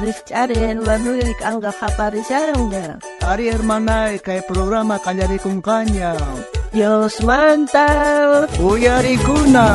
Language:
South Bolivian Quechua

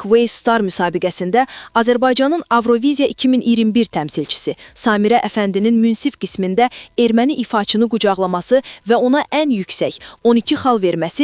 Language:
Azerbaijani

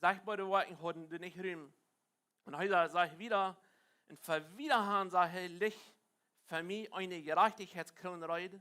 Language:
Plautdietsch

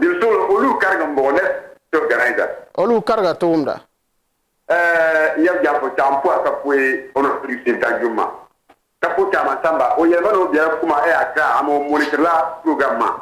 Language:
Dagbani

